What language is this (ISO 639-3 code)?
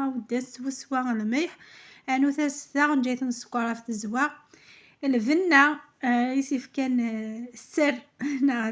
kab